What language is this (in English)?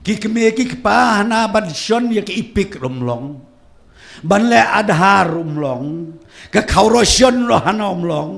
Khasi